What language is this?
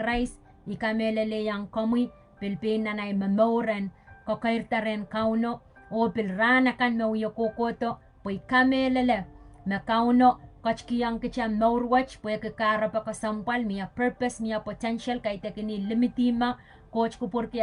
Pohnpeian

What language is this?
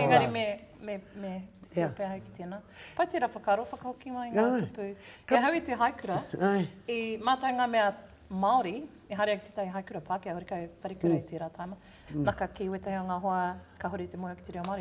Māori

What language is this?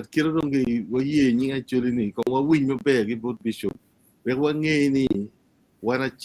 Acoli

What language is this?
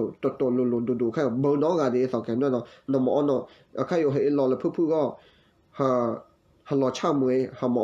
S'gaw Karen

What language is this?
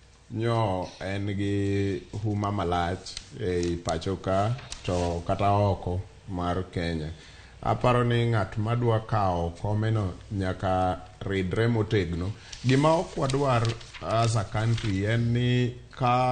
Luo (Kenya and Tanzania)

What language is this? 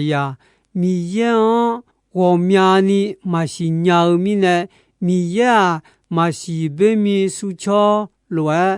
Akha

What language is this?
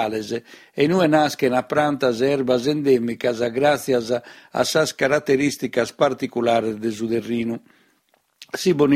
Sardinian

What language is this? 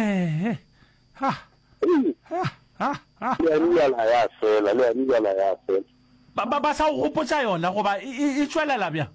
Northern Sotho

